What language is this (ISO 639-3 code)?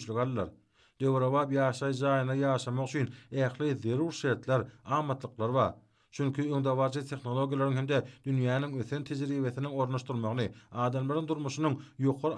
tuk